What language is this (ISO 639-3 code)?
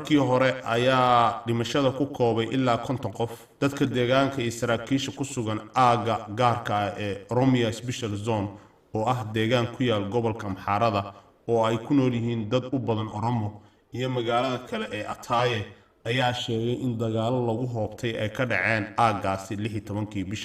som